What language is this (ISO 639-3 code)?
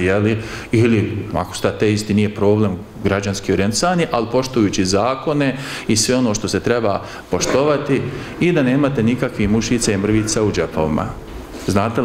bos